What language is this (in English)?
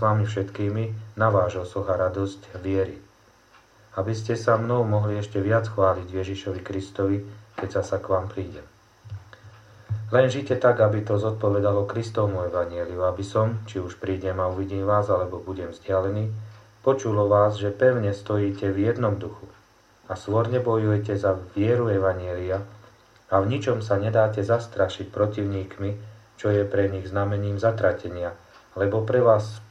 Slovak